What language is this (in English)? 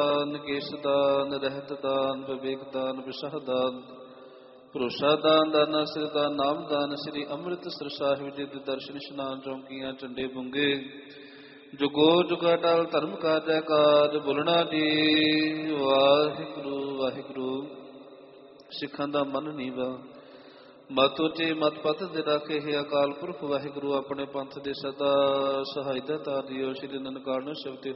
Punjabi